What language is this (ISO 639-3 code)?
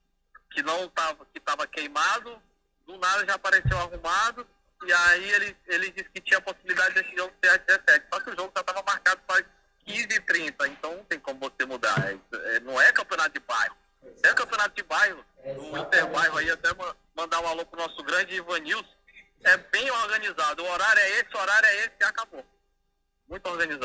por